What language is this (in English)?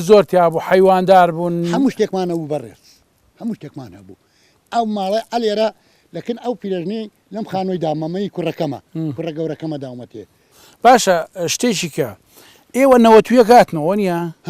Central Kurdish